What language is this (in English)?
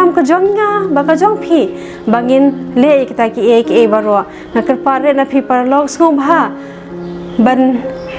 Khasi